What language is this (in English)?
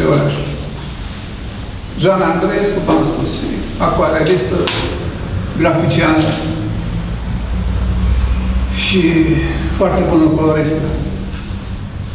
Romanian